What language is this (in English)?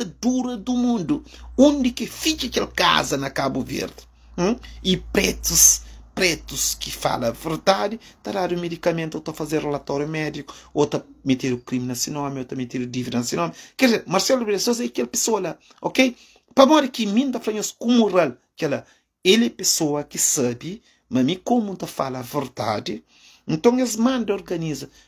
Kabuverdianu